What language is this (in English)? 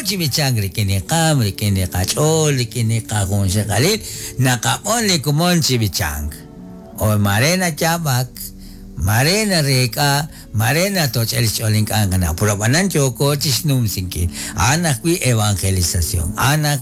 Kekchí